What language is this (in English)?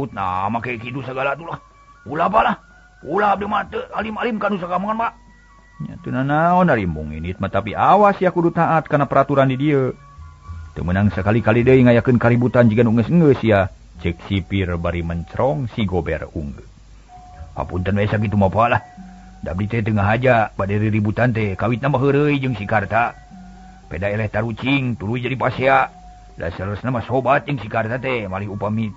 Sundanese